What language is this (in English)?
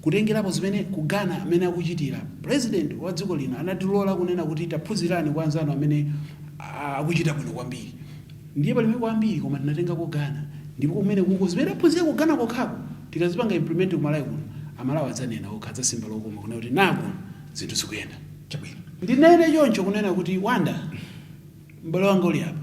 Nyanja